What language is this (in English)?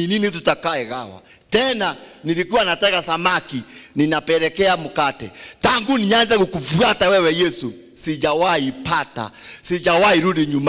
Swahili